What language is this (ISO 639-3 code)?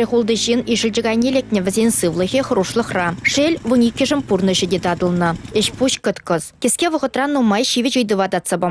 chv